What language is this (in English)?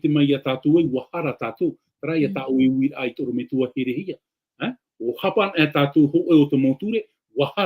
Tahitian